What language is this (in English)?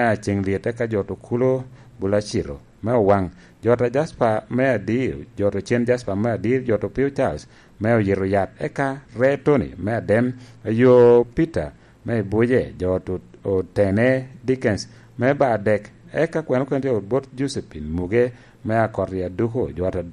Lango (Uganda)